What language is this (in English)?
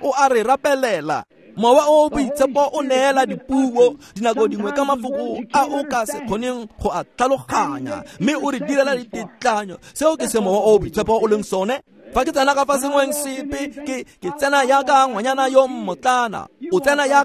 Tswana